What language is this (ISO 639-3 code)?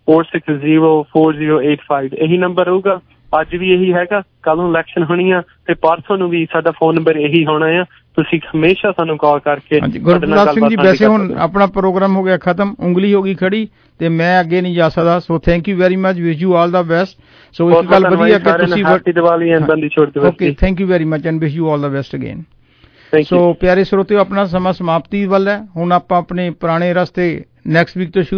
pan